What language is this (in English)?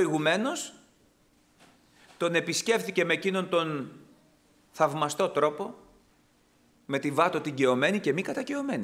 Greek